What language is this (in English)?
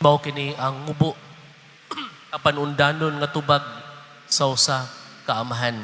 Cebuano